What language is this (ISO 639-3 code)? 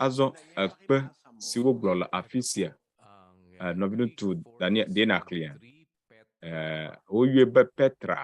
ewe